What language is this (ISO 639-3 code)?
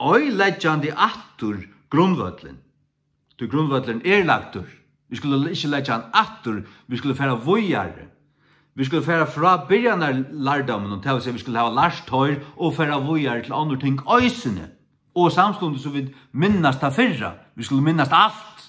fao